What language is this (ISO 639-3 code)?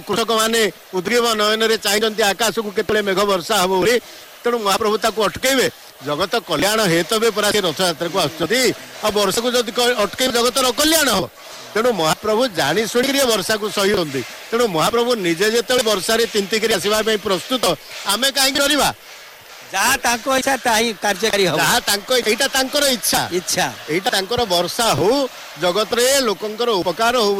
ori